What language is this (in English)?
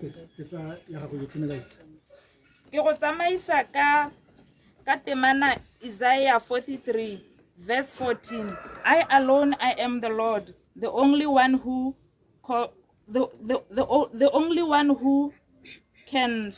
Tswana